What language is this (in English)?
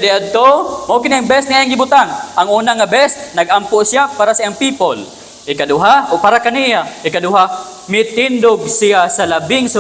Cebuano